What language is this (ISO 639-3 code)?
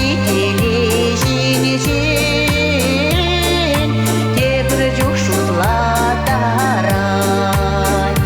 chv